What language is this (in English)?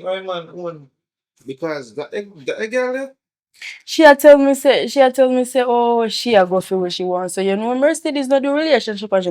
Jamaican Creole English